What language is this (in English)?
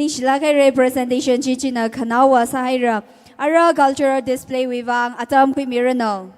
Tangkhul Naga (India)